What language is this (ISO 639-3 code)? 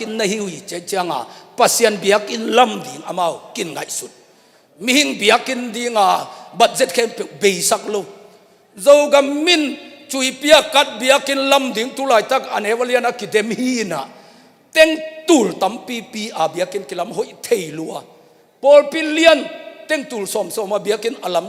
ctd